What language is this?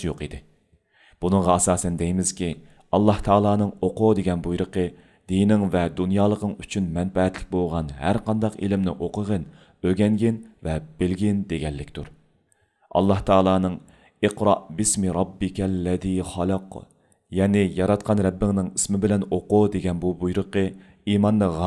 Uyghur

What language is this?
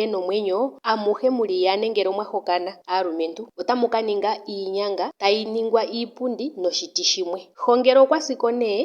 Ndonga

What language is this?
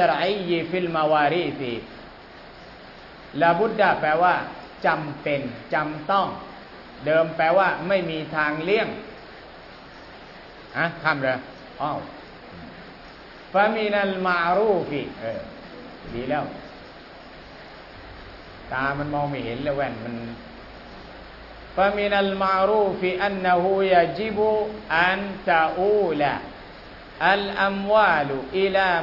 Thai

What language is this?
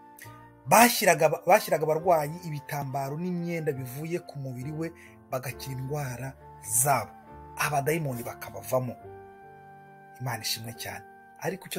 Kinyarwanda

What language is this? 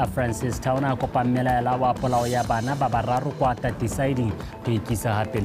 Tswana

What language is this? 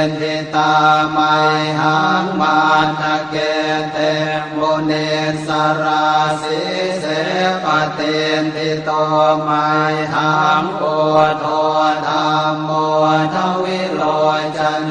Pali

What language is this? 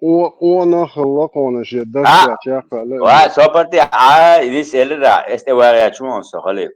Chechen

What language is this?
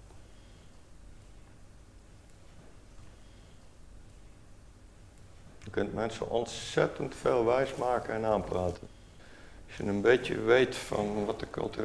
Dutch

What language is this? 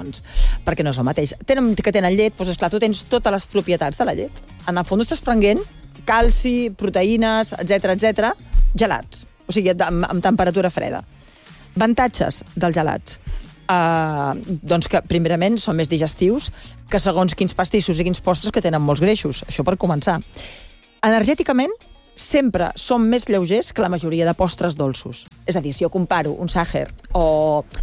Catalan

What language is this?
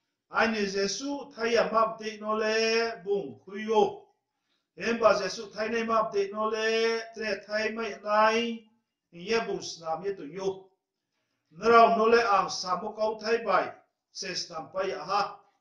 Riang (India)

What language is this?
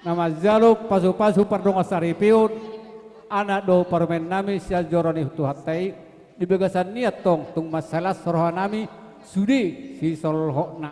Batak Toba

